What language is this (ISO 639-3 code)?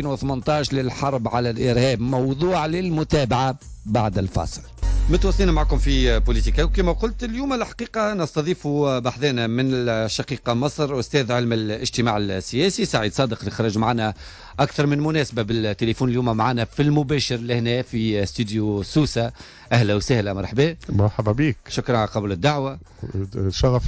aeb